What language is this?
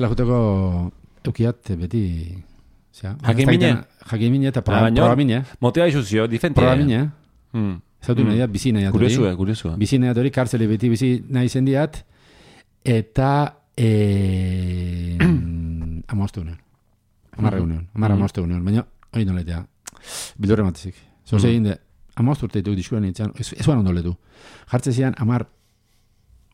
Basque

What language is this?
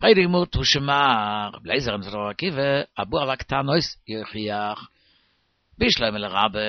Yiddish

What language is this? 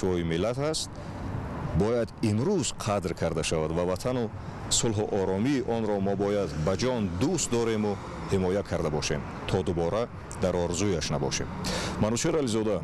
Tajik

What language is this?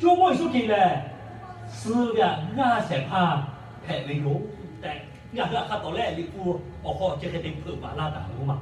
Lahu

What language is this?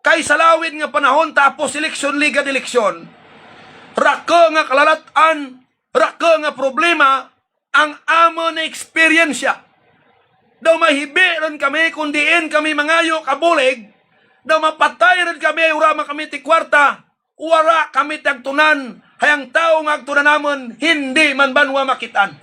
Hiligaynon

